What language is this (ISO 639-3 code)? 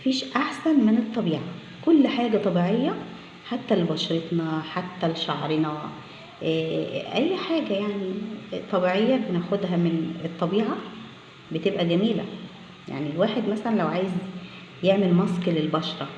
arz